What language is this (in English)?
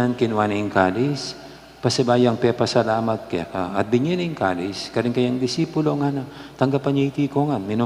Pampanga